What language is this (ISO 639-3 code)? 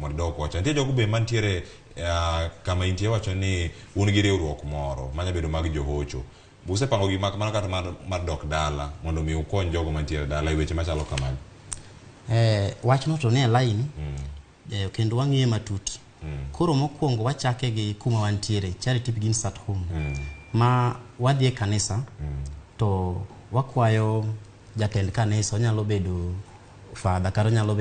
luo